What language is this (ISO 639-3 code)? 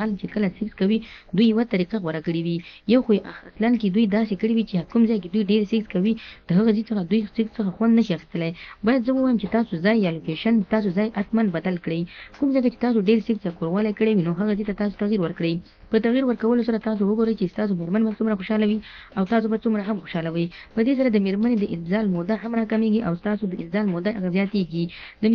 pus